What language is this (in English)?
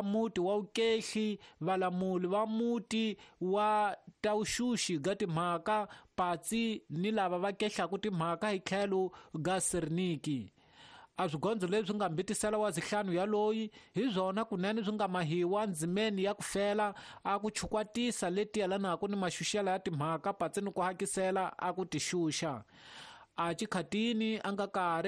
Tsonga